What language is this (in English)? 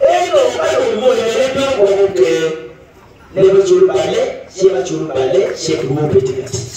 Acoli